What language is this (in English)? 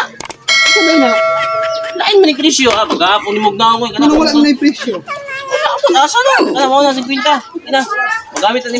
Cebuano